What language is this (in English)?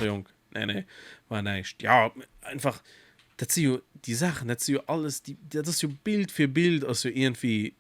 Luxembourgish